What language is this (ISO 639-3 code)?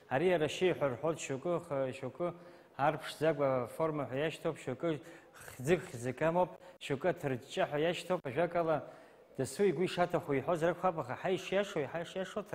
abk